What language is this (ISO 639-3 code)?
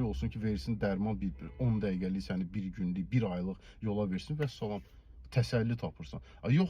aze